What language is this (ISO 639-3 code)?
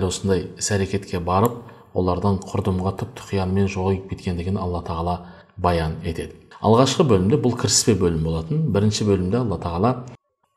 kaz